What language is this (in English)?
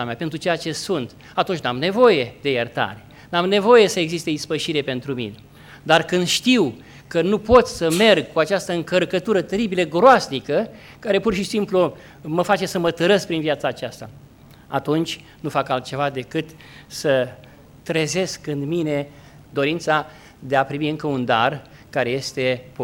Romanian